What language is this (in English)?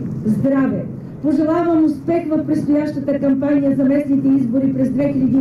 Bulgarian